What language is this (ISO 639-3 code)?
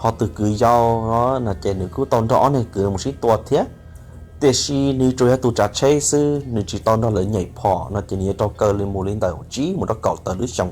hmn